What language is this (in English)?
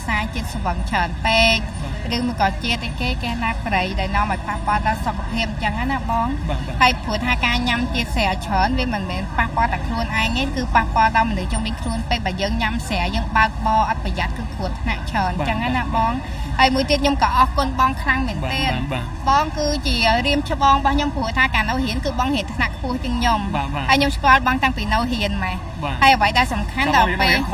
Khmer